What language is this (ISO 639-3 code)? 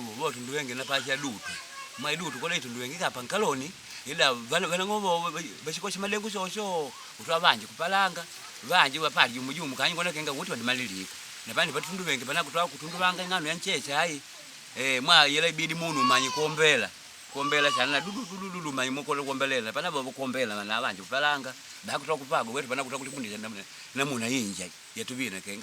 kde